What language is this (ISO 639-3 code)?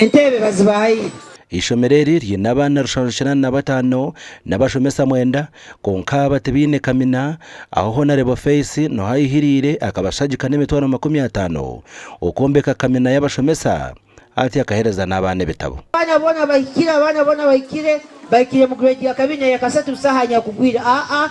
nyn